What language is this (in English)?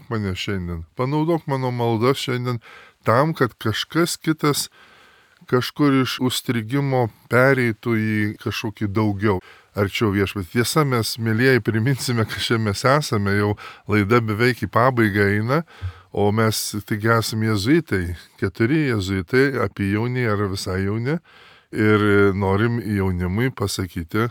Lithuanian